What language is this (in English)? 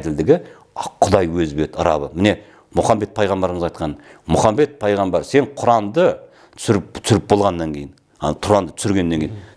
Kazakh